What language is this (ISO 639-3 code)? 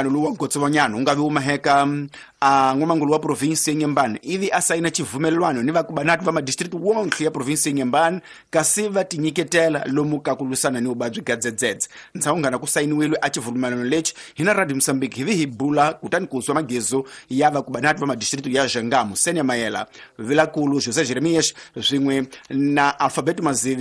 tso